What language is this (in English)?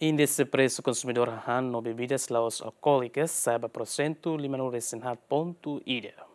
Tetum